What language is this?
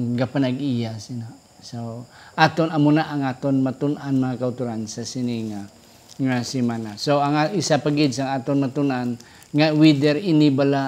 Hiligaynon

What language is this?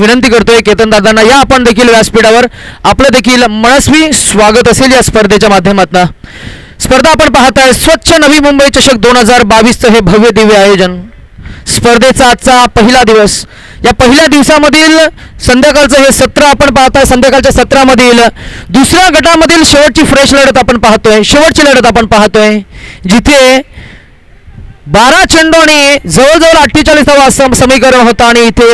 Marathi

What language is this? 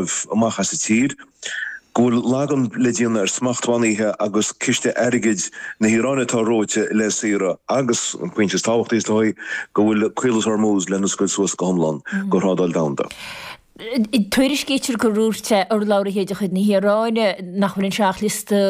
Irish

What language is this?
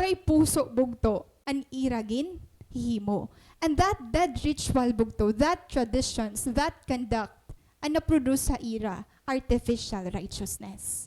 Waray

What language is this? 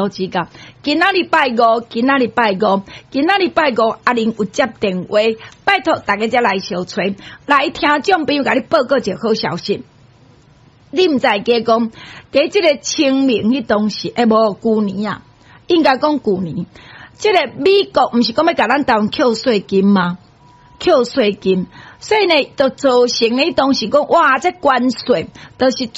Min Nan Chinese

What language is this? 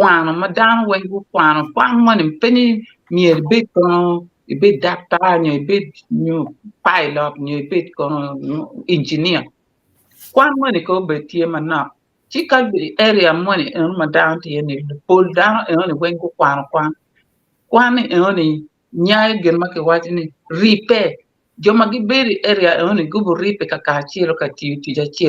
Acoli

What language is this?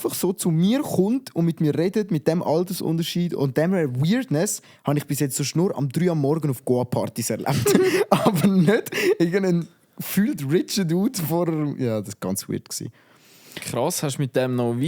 Swiss German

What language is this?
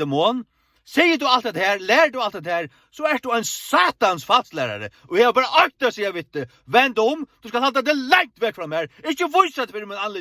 Faroese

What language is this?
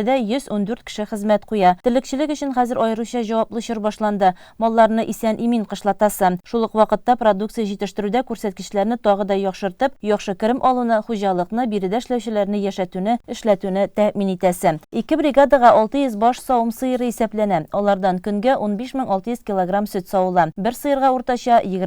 Tatar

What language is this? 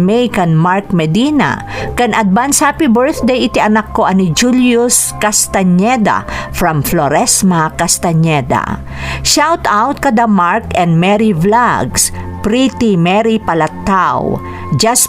Iloko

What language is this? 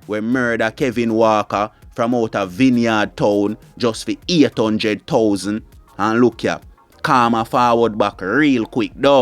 Jamaican Creole English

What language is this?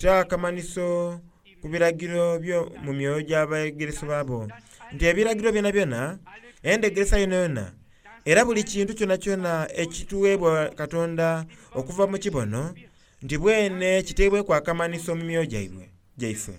Soga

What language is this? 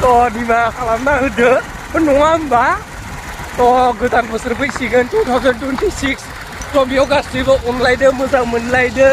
Bodo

